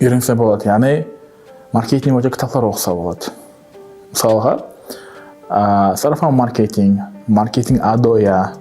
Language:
Kara-Kalpak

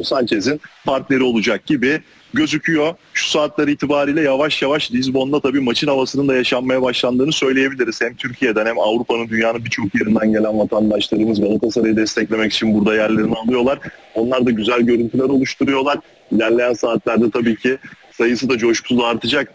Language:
Turkish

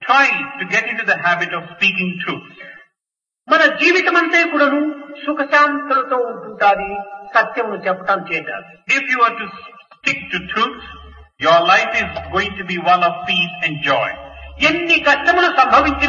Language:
Telugu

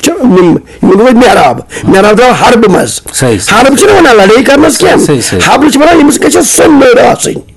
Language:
Kashmiri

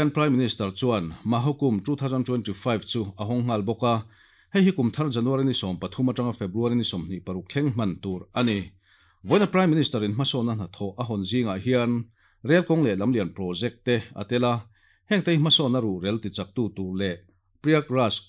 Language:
Mizo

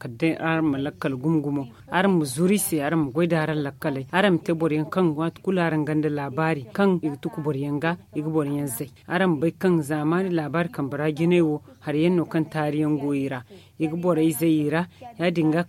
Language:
Zarma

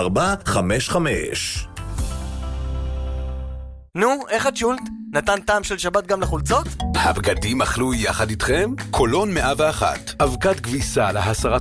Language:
Hebrew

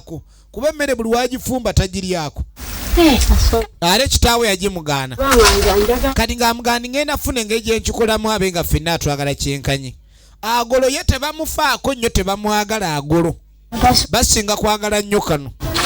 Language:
Ganda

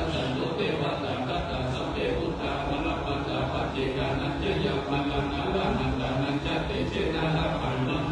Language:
Pali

